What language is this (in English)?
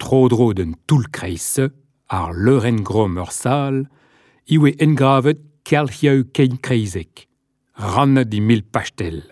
Breton